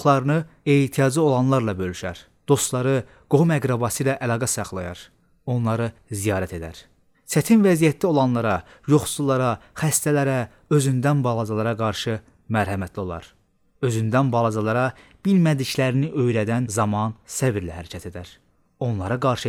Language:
Azerbaijani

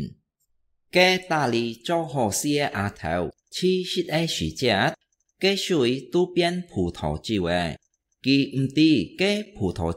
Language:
Hakka Chinese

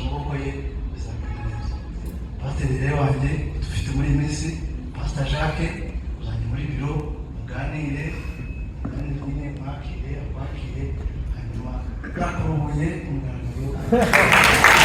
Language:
Kinyarwanda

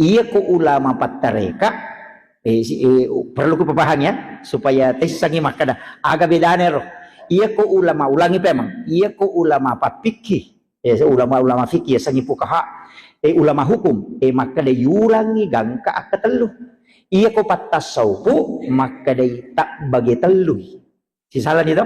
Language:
Buginese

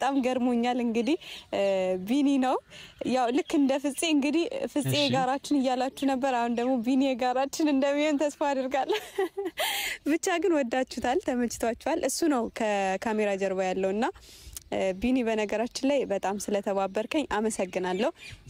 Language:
Amharic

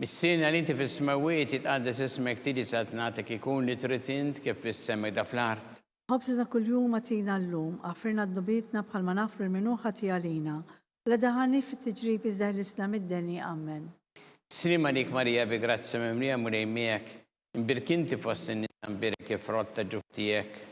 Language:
Maltese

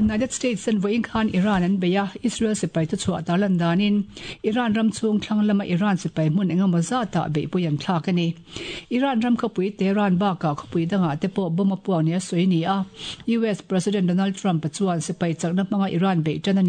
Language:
Mizo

